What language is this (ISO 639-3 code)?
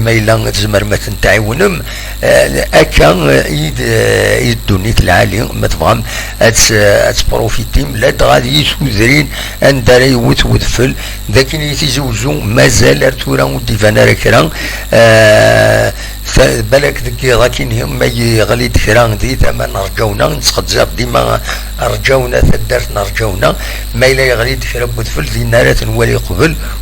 kab